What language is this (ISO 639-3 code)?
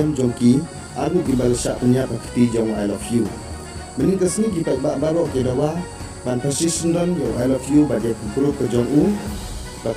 kha